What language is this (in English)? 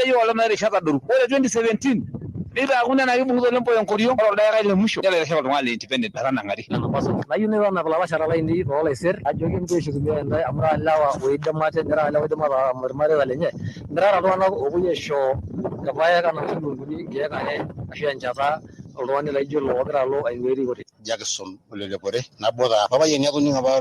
Masai